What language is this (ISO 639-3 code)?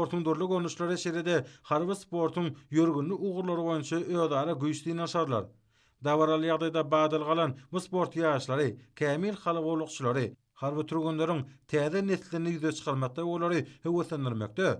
tuk